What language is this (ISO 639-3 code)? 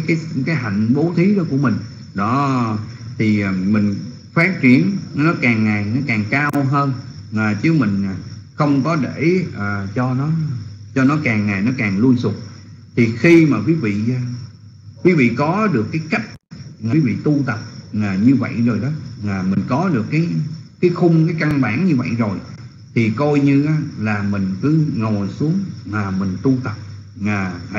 vie